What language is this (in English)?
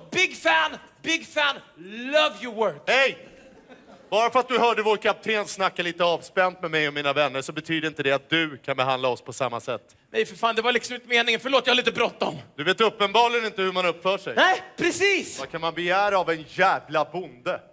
Swedish